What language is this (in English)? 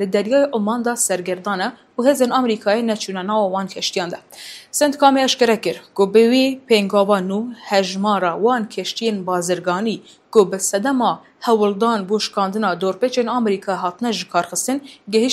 Kurdish